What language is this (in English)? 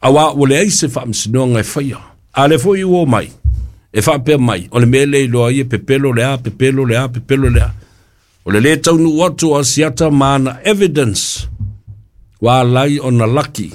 Samoan